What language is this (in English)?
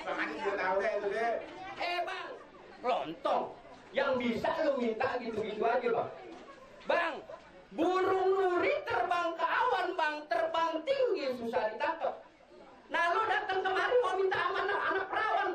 Betawi